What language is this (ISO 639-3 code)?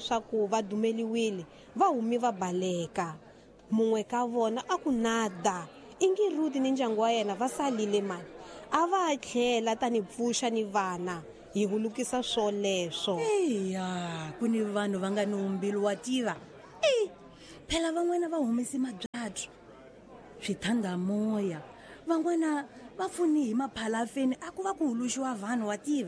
tso